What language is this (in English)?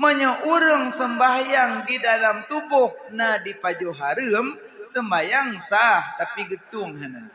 Achinese